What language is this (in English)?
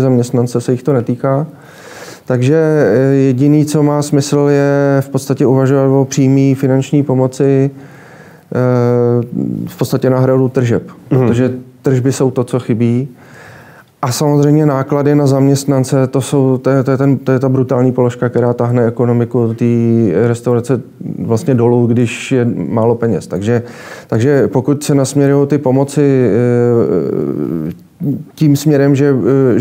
Czech